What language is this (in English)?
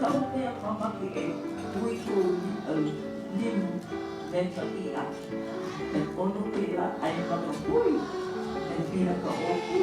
Hawaiian